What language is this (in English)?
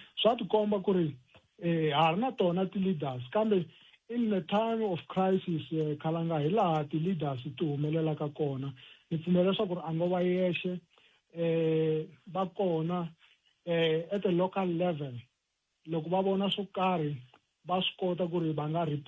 Tsonga